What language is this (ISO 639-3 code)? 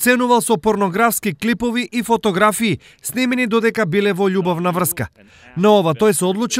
mkd